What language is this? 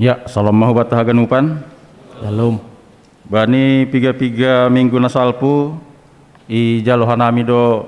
Batak Simalungun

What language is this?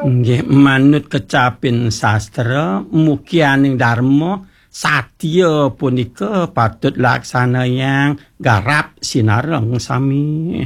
Balinese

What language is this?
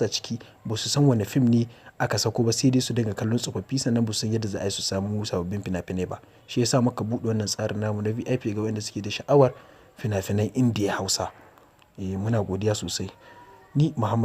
Hausa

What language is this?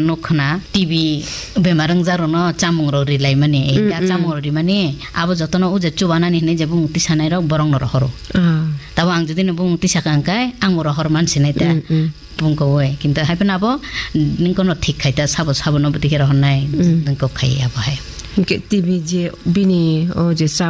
Kok Borok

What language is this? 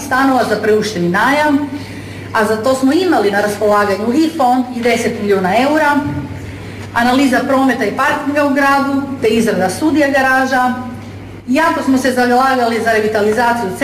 Croatian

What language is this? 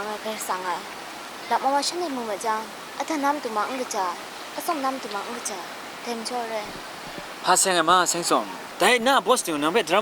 Kachin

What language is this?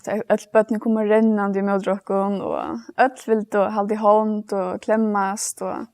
Faroese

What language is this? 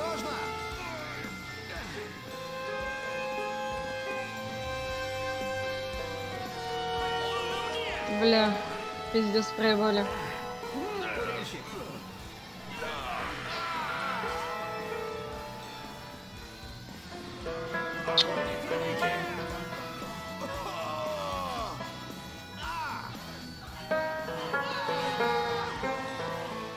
Russian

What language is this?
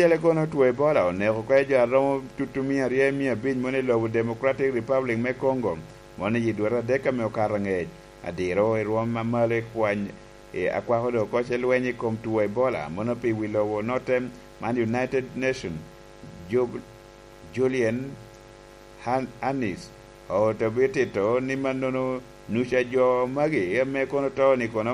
Lango (Uganda)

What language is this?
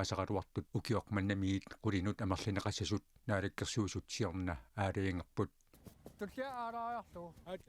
Kalaallisut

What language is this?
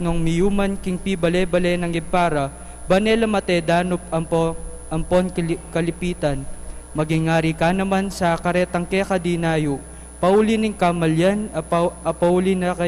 Pampanga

